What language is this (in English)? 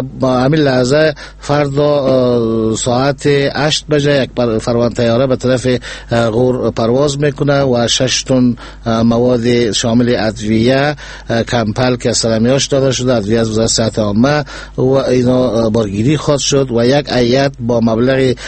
Persian